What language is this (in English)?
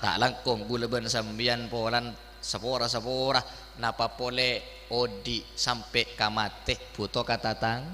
Madurese